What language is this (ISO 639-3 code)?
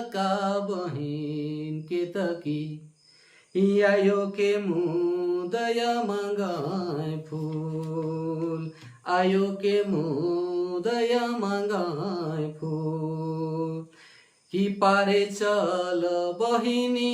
sck